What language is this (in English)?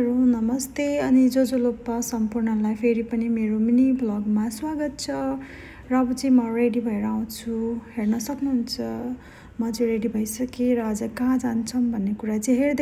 Nepali